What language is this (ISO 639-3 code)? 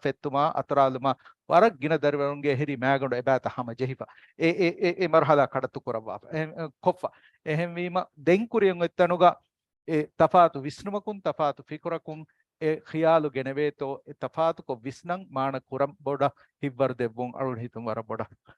div